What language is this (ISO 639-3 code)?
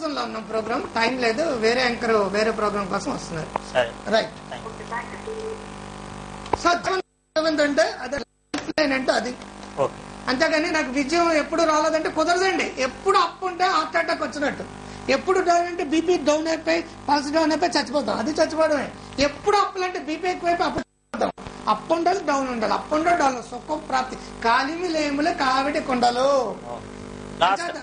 tel